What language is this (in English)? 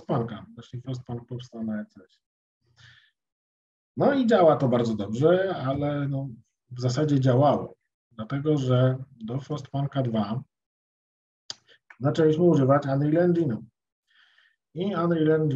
Polish